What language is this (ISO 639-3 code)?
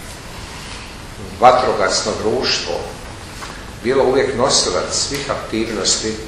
hrv